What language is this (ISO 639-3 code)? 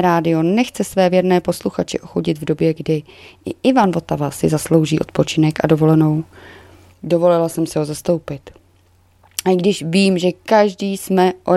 ces